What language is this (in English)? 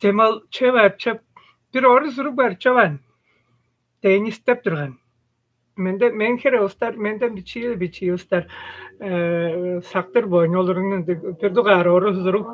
Tuvinian